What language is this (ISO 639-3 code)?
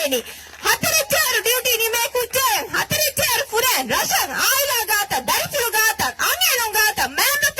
div